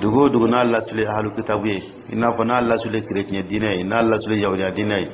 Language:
Dyula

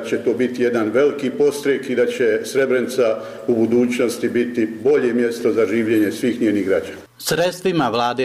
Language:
Bosnian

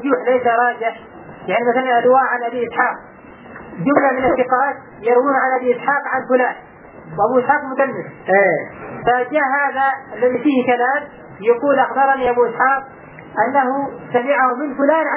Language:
Arabic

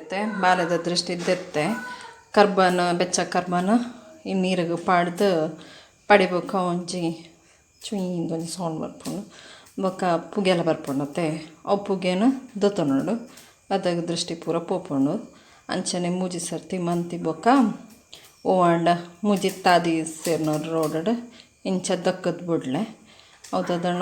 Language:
Tulu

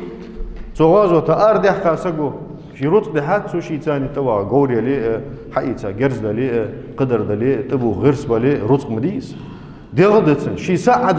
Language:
Ingush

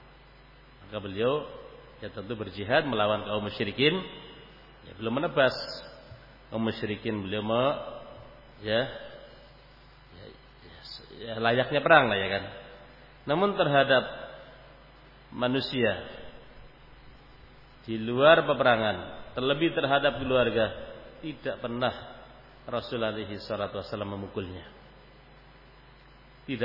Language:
Indonesian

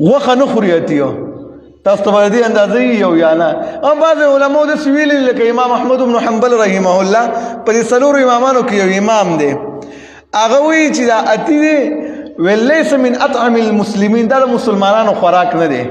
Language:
Pashto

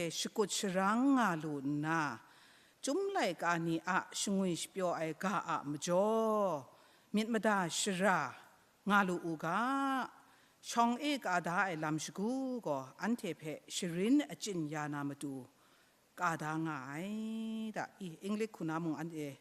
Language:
Kachin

